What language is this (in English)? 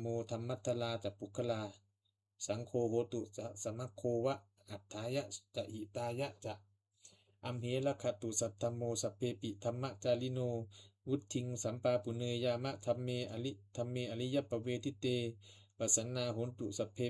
Pali